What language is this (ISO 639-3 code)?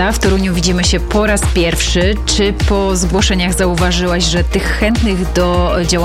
pol